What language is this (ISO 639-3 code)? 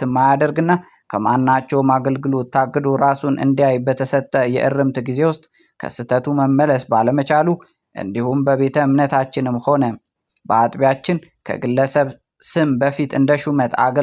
amh